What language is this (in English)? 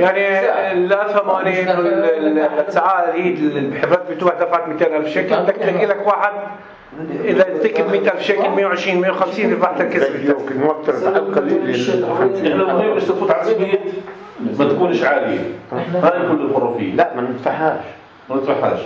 North Levantine Arabic